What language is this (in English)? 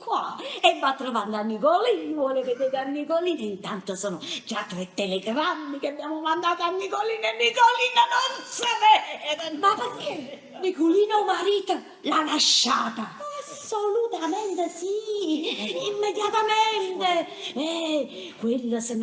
Neapolitan